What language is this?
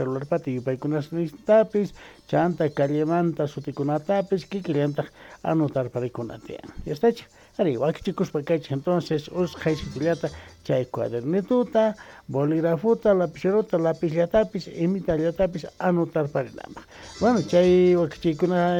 Quechua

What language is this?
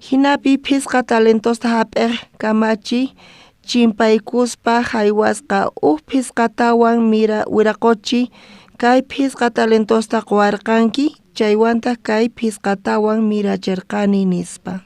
South Bolivian Quechua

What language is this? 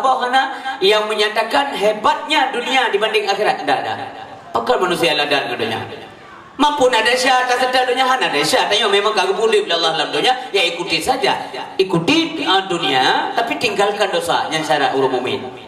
Achinese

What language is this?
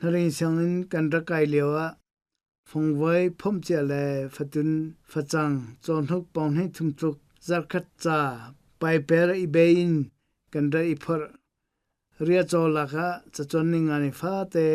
Hakha Chin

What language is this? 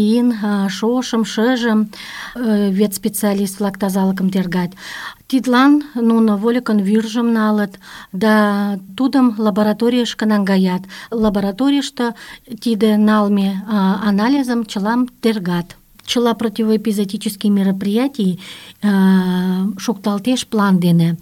Mari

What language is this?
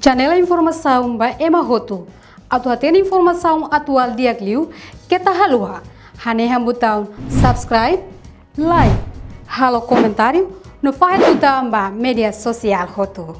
Tetum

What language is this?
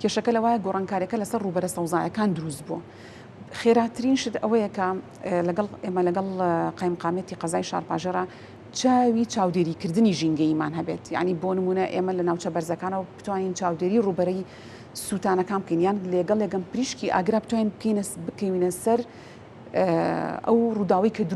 Central Kurdish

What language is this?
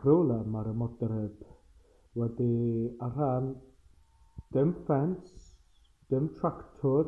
Welsh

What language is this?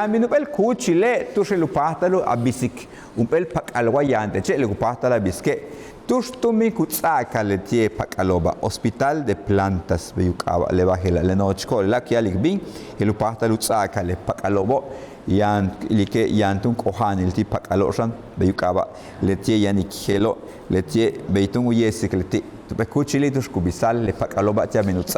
Yucateco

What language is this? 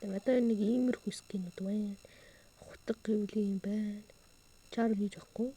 Mongolian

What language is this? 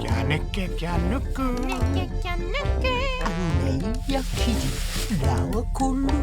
Māori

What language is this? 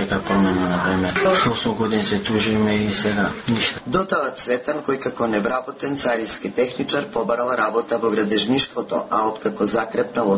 Macedonian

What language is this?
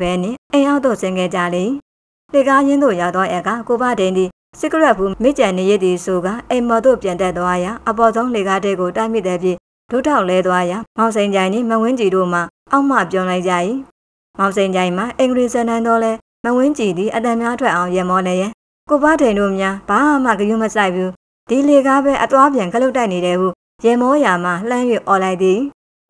Burmese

